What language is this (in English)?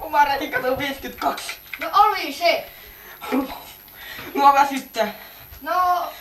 Finnish